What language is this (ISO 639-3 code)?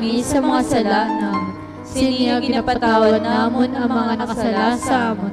hil